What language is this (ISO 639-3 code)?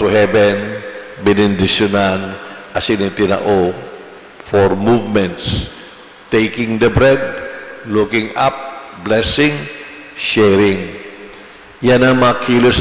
bik